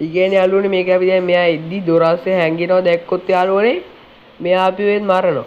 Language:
Sinhala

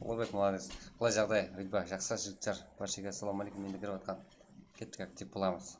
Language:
Kara-Kalpak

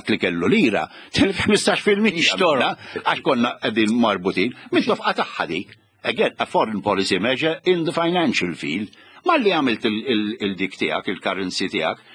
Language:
Maltese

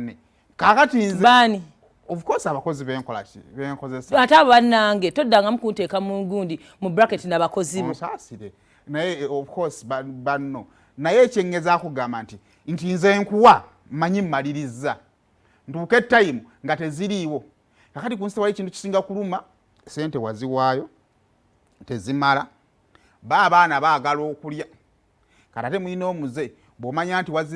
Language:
Ganda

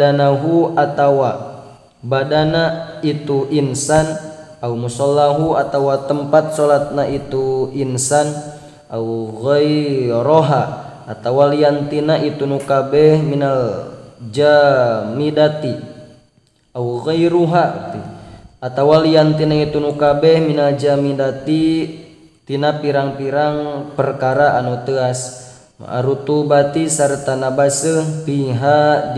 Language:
Sundanese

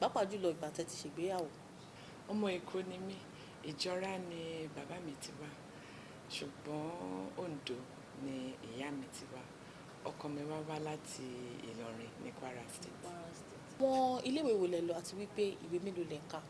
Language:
Yoruba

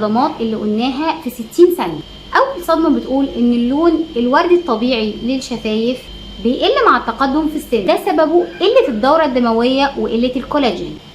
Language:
Egyptian Arabic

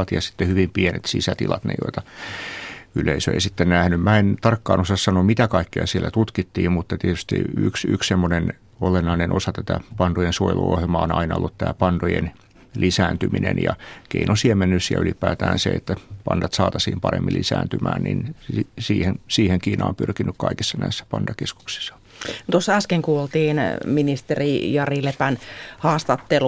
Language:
Finnish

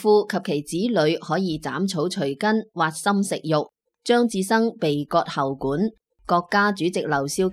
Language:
Cantonese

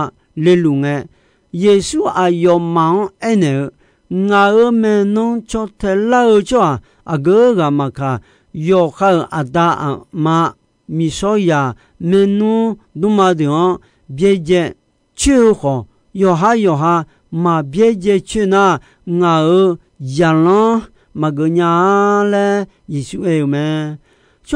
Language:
Akha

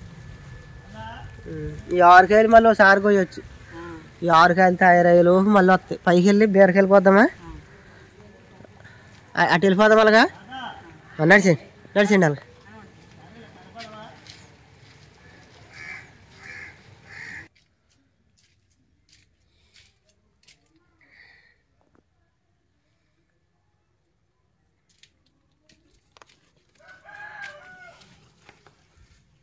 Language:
Telugu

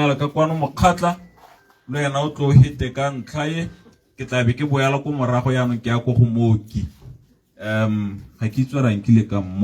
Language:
Tswana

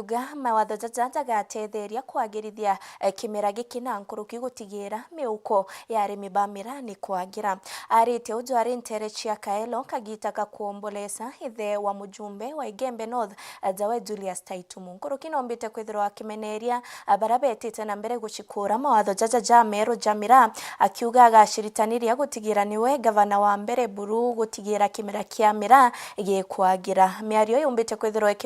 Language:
Meru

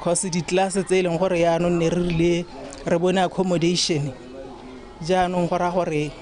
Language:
Tswana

